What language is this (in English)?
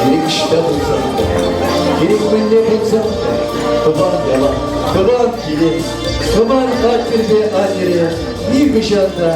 Chuvash